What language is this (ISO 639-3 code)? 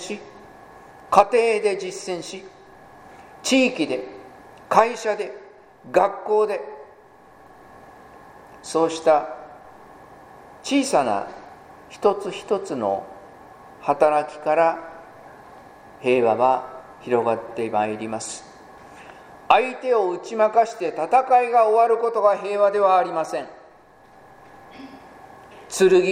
jpn